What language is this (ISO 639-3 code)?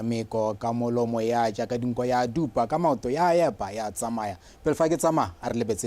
tsn